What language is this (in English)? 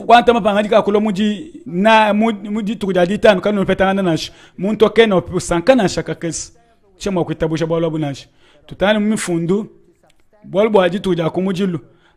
Luba-Lulua